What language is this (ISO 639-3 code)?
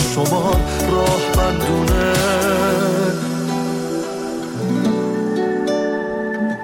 fas